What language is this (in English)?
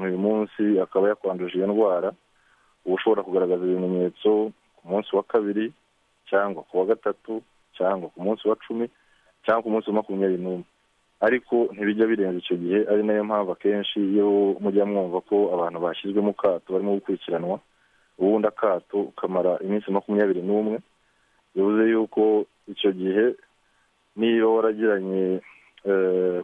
Kinyarwanda